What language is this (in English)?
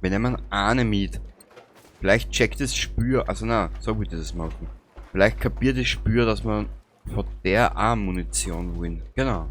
Bavarian